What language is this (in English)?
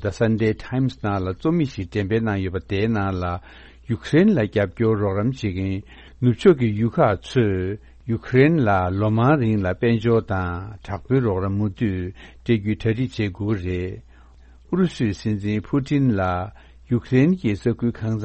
Tibetan